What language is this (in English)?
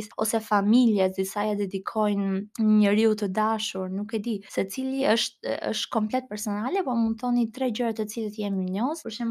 Albanian